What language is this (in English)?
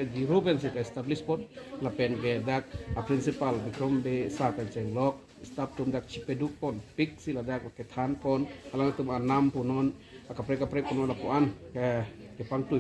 Karbi